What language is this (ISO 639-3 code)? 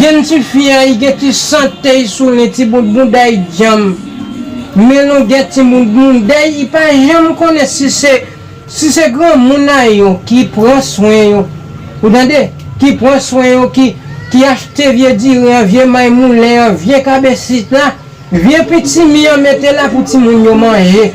hat